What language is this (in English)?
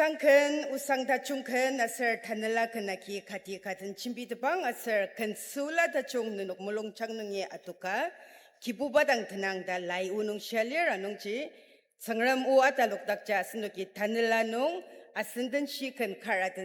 Ao Naga